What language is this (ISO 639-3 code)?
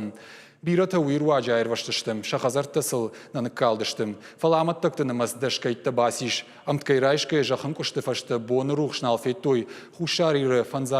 oss